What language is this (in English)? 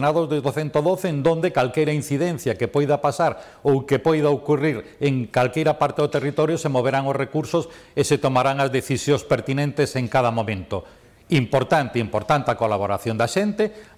Galician